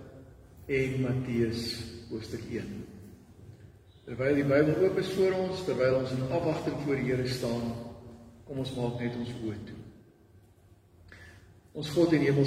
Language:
Afrikaans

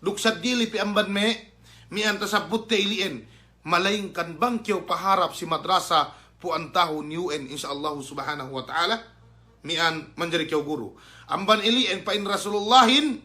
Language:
Yakan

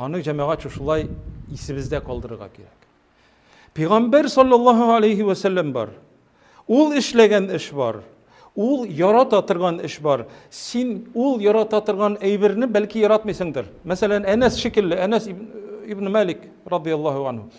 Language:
Tatar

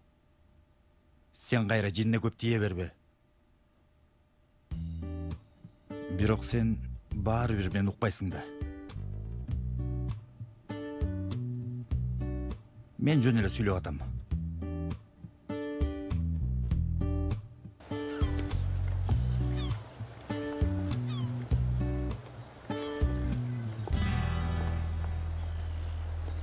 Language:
Kyrgyz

